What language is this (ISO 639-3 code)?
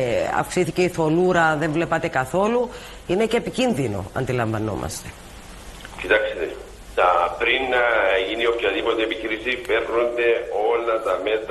ell